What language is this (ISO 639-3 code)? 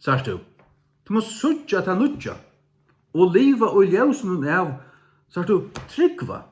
fao